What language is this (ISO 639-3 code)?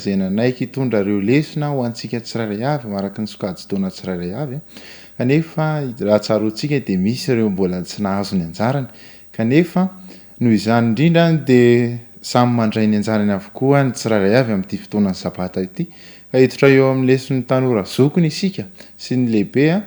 mlg